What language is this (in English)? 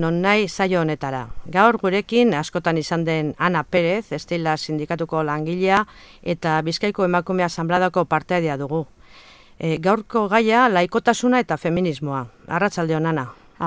Basque